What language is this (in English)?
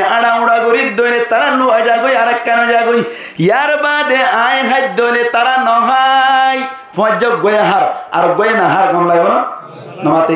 Rohingya